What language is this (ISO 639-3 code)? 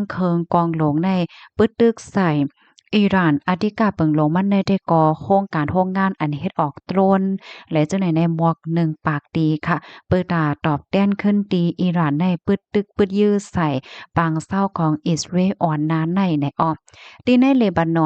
shn